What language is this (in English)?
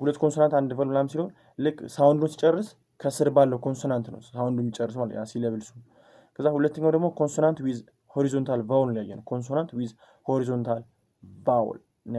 Amharic